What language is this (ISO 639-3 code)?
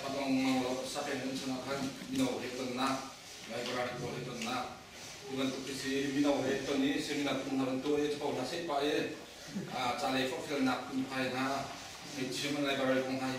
cnh